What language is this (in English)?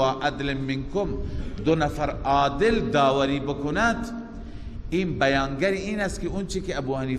Persian